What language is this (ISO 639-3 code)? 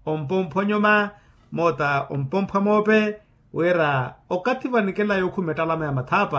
vmw